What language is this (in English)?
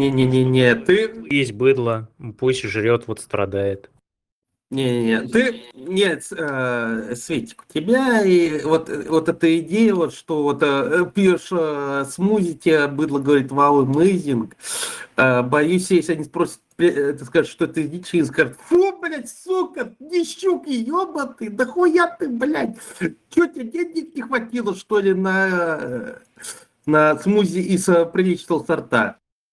Russian